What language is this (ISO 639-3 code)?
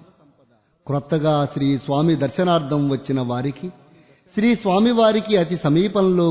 tel